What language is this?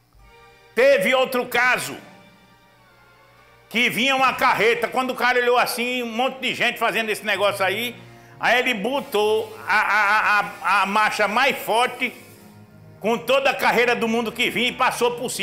Portuguese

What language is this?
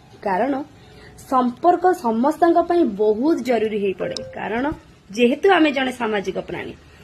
Odia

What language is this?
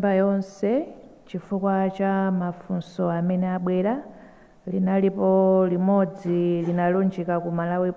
Nyanja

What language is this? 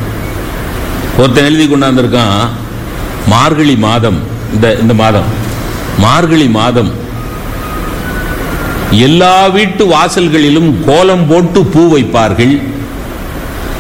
Tamil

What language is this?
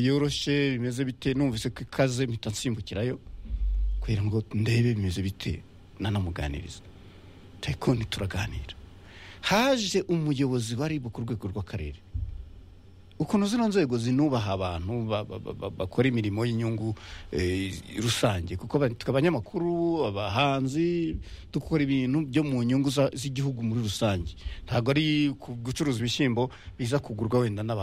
Kinyarwanda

